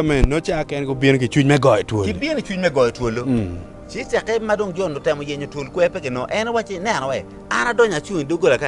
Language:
Acoli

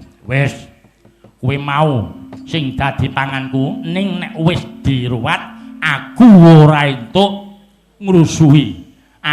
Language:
Javanese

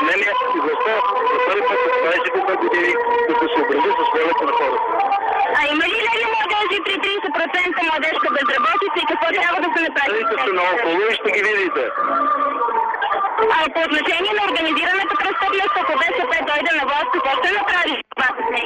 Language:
Bulgarian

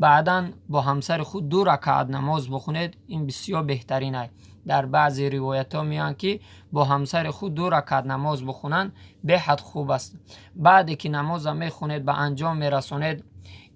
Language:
Tajik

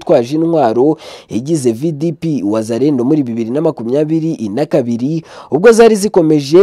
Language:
Kinyarwanda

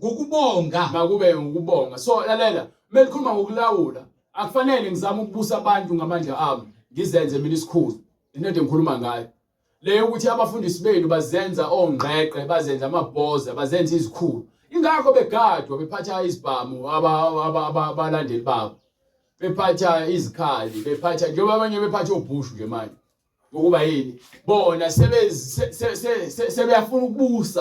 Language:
Zulu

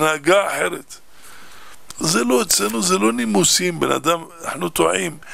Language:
Hebrew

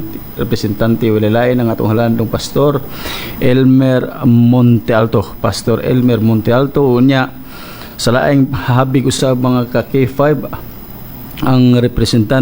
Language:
Cebuano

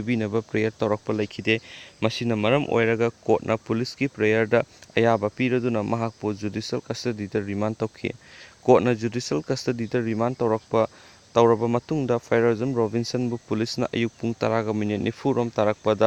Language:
Manipuri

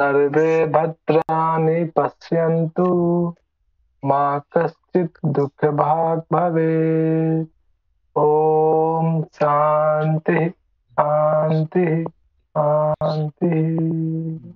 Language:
Sanskrit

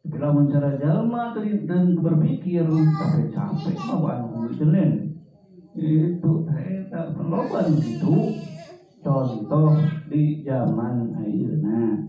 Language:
Sundanese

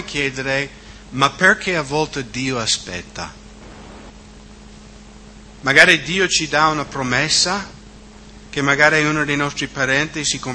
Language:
Italian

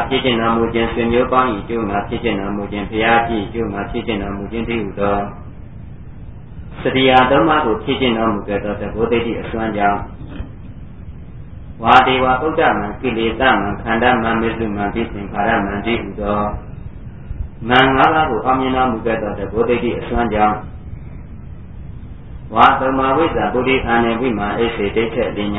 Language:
Burmese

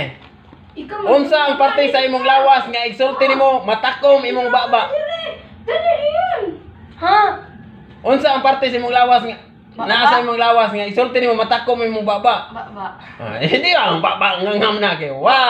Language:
Cebuano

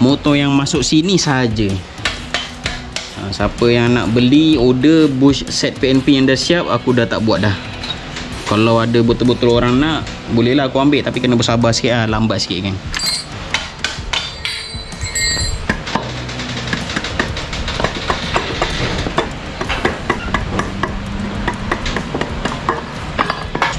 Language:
Malay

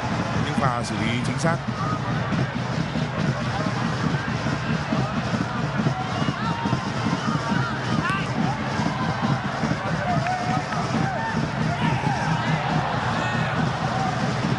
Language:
Vietnamese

